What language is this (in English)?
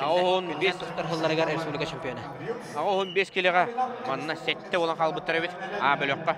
Yakut